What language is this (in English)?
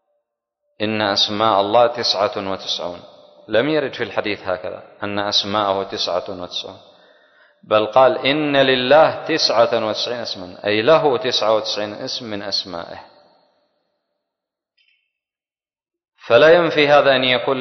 Arabic